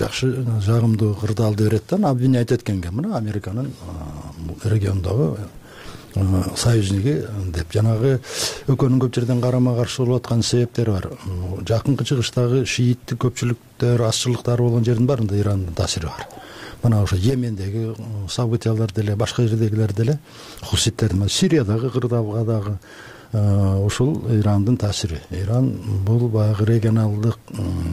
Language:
Kyrgyz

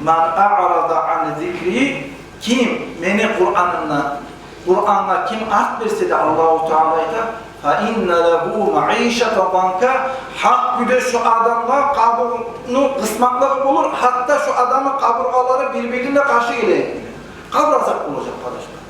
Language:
Kumyk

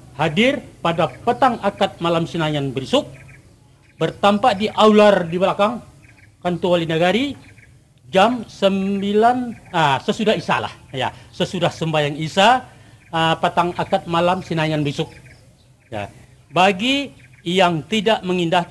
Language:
Minangkabau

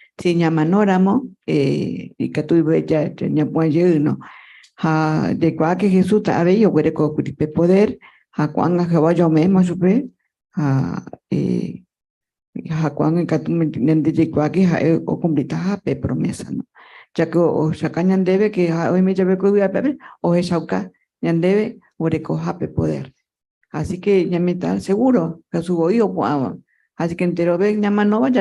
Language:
Guarani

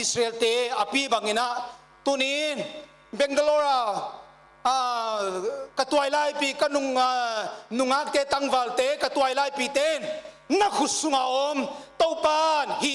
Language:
Paite Chin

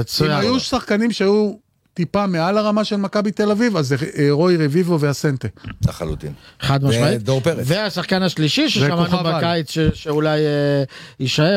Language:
Hebrew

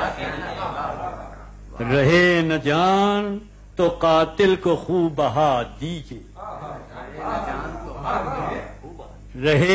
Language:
Urdu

